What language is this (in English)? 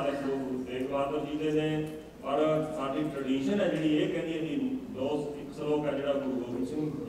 Punjabi